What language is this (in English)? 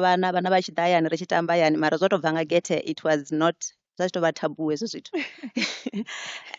Venda